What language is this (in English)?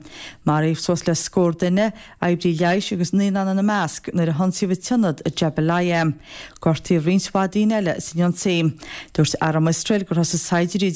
Irish